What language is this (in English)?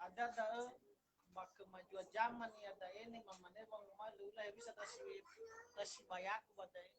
Nias